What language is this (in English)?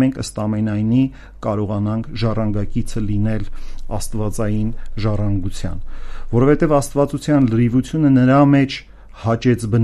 Armenian